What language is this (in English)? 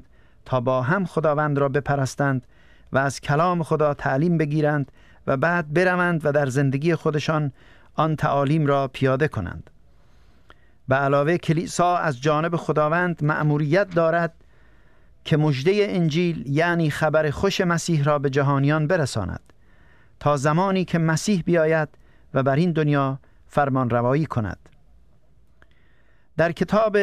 Persian